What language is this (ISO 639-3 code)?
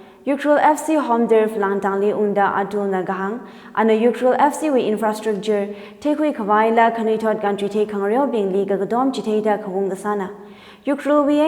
nmf